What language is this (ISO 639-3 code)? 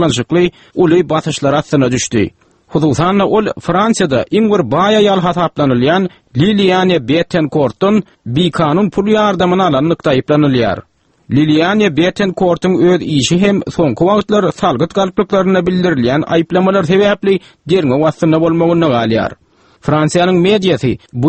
tuk